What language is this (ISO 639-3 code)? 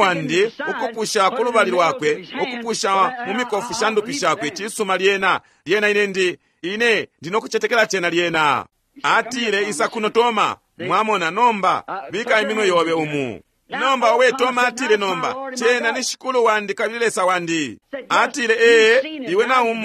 bem